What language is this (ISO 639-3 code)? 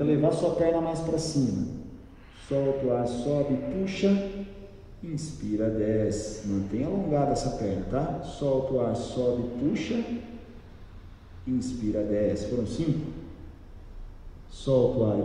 por